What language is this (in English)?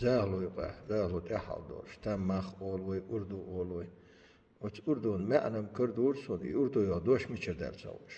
Chechen